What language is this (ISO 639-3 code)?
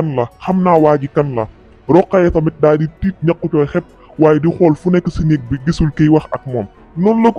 wol